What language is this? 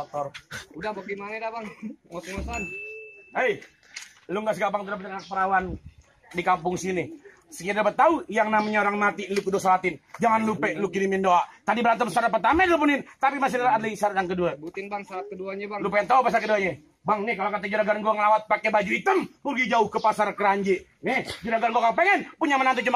Betawi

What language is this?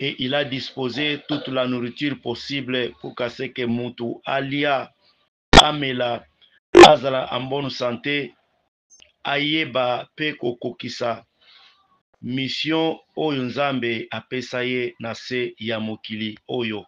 Lingala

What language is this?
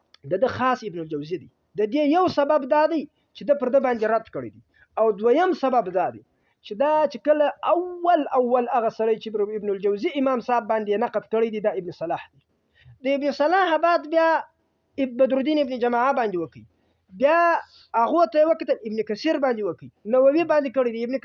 Pashto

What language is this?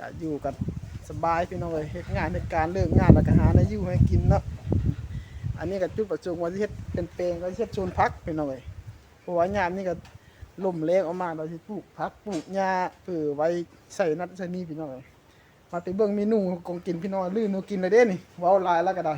Lao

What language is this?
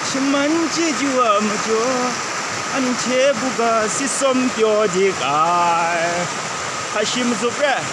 Kachin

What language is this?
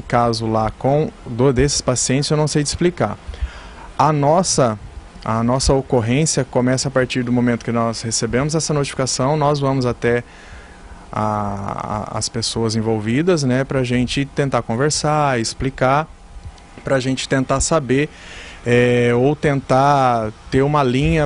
Portuguese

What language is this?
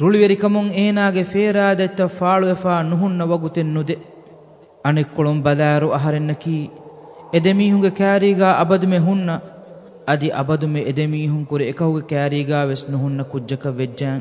Divehi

